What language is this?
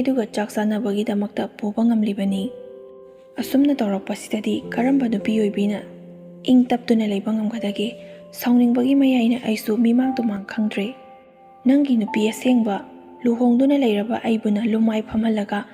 Manipuri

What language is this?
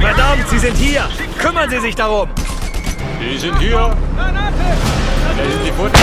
Bavarian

